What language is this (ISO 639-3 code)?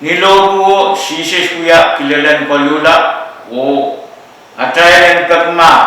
pon